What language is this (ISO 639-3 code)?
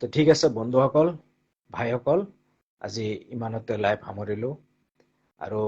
asm